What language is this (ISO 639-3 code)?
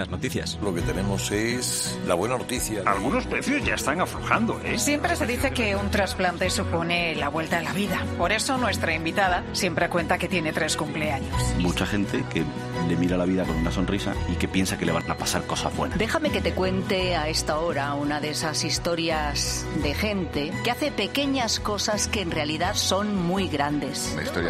spa